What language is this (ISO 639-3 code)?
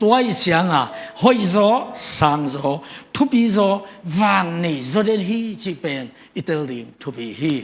ctd